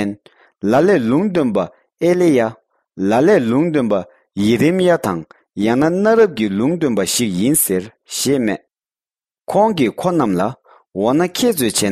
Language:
Tibetan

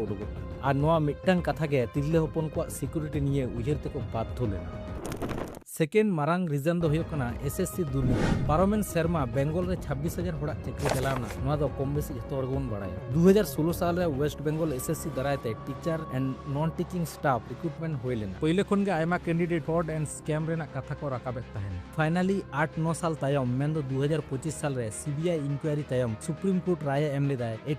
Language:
Santali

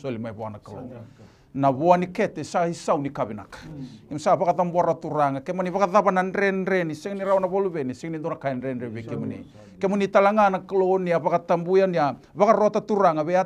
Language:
Fijian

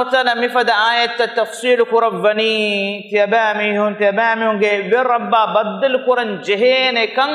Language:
Divehi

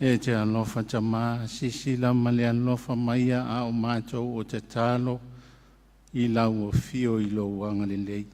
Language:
Samoan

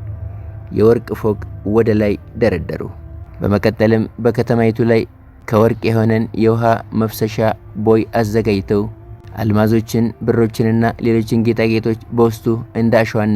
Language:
Amharic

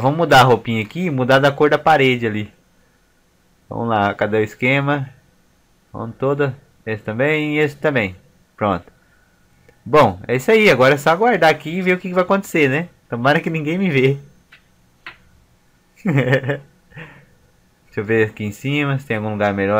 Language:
Portuguese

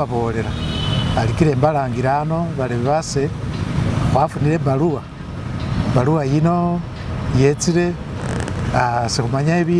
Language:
Masaaba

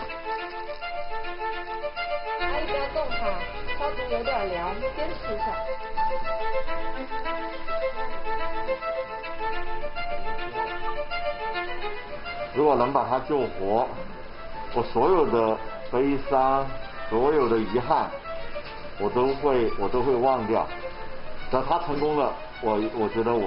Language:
Chinese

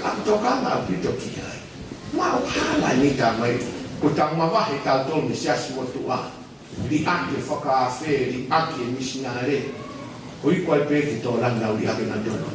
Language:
Tongan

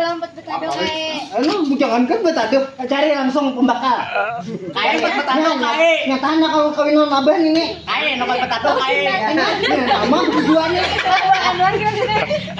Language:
Banjar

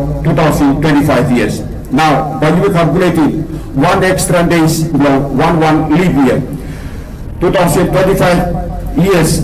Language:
Tok Pisin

